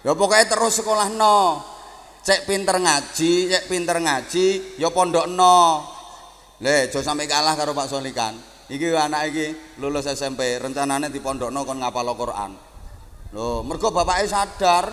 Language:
Javanese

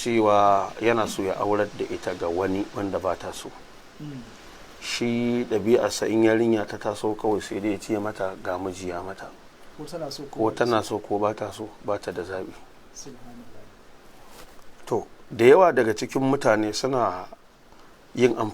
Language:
Hausa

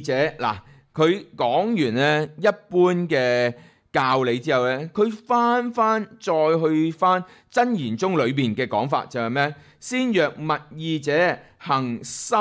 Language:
Cantonese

